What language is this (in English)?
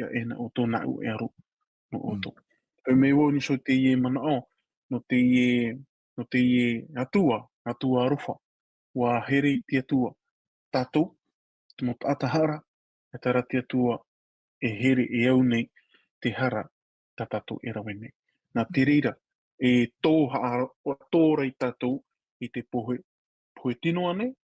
Tahitian